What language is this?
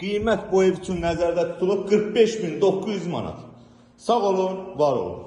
Azerbaijani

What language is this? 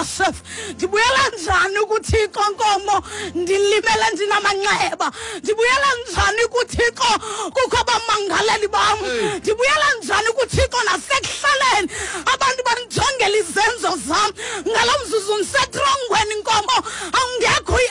Xhosa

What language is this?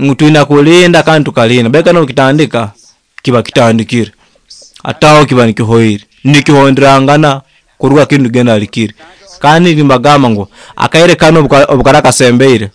Nyoro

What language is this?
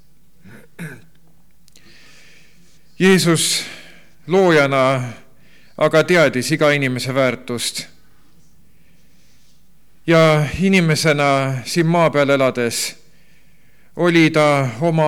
Estonian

